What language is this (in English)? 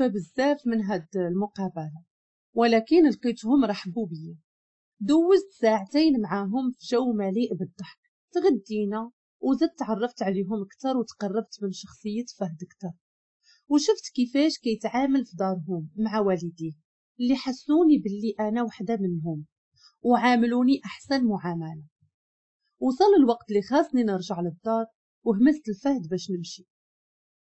Moroccan Arabic